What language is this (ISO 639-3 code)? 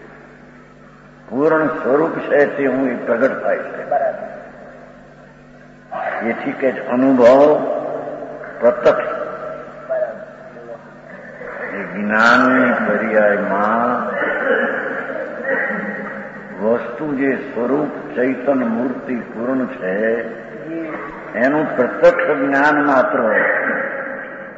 guj